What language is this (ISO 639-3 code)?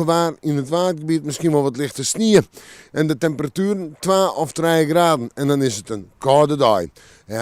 fry